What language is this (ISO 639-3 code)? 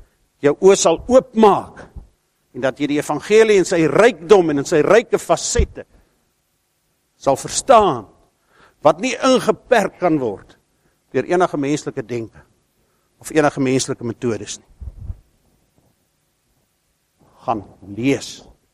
afr